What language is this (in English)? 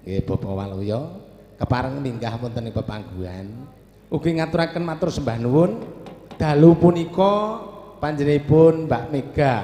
Javanese